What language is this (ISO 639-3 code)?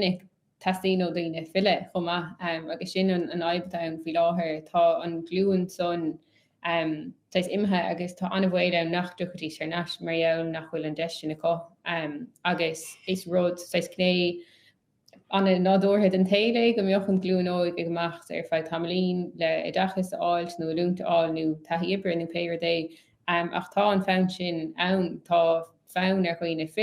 gle